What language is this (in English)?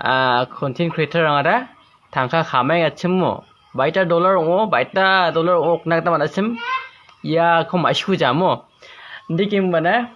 Garo